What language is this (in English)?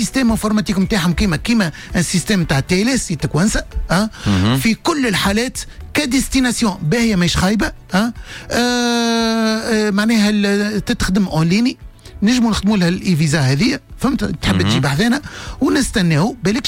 Tunisian Arabic